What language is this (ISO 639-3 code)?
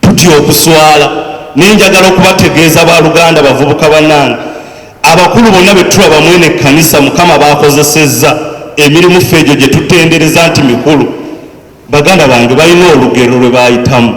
lug